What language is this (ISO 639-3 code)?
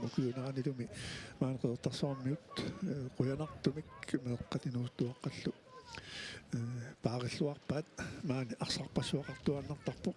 kal